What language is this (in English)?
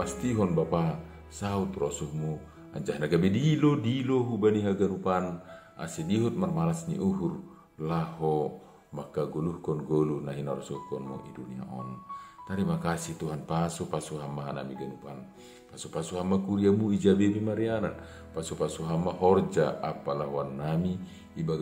Batak Simalungun